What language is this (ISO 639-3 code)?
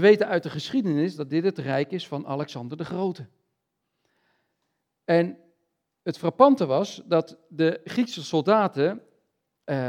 nld